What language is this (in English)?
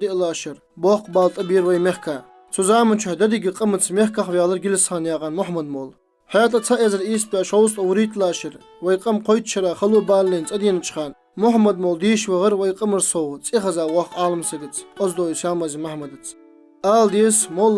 Ingush